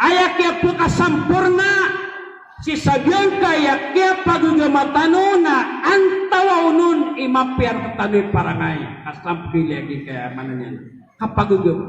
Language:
Maranao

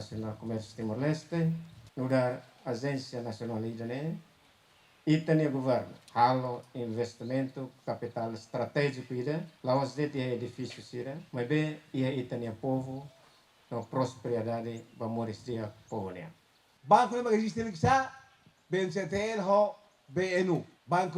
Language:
Tetum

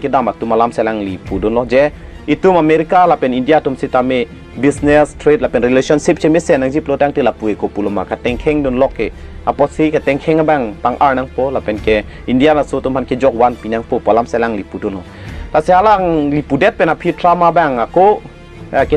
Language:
Karbi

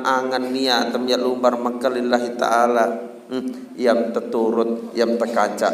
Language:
Sasak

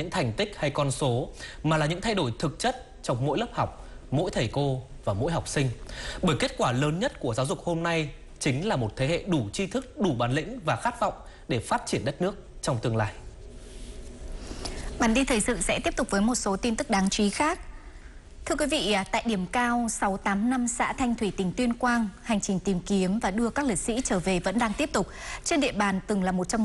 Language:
Vietnamese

